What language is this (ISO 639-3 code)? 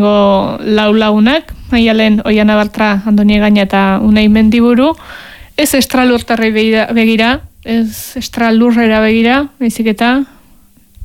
eus